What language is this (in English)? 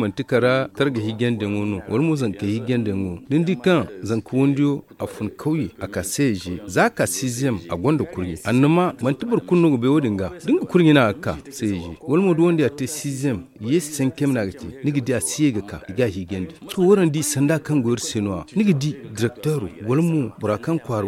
Zarma